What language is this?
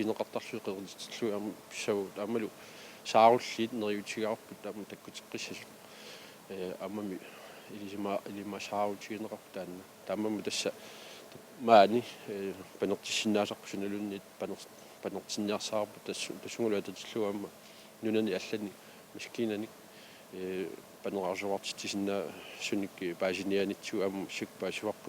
Kalaallisut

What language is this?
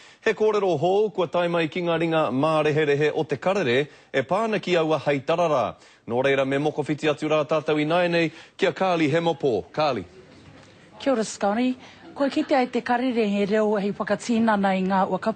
Māori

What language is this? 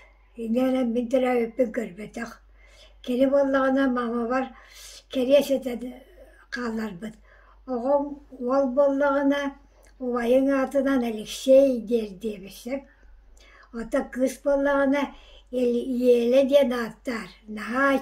Yakut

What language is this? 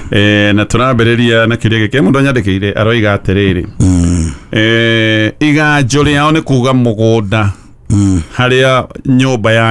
Kikuyu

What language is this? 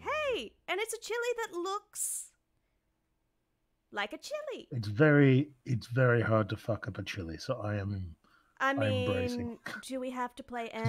English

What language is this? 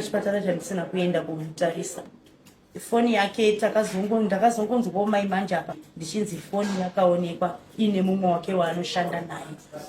Shona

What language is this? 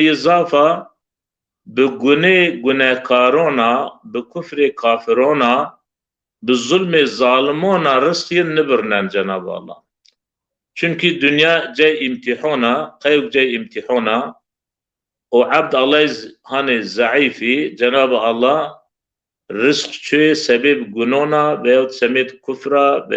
Zaza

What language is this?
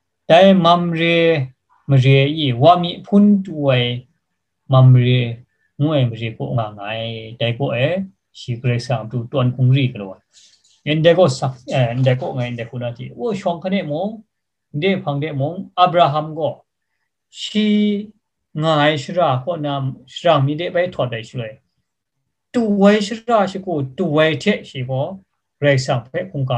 Kachin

